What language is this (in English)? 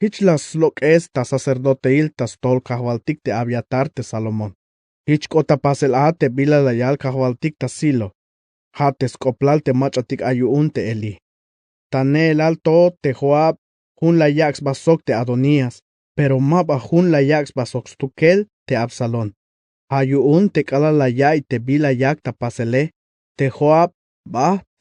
Tzeltal